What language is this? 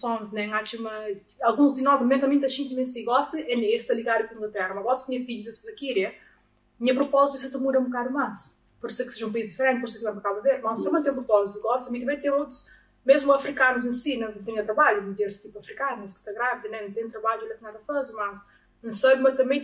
Kabuverdianu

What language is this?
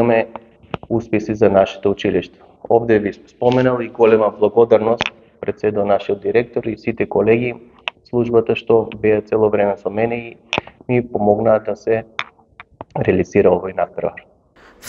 Macedonian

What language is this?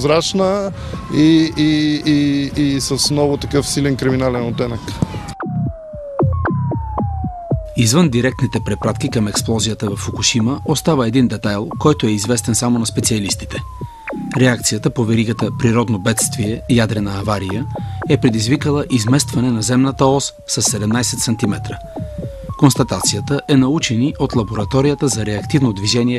Bulgarian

